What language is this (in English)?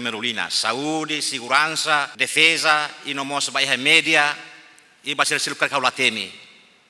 Tetum